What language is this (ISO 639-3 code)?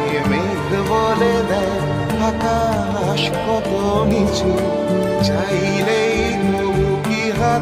ben